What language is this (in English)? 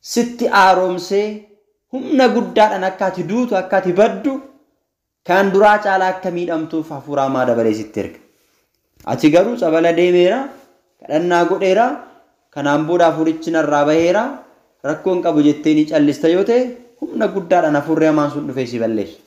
Oromo